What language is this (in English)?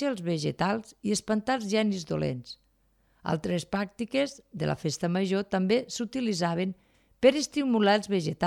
Catalan